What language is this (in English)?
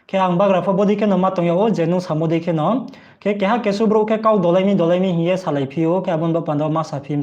Riang (India)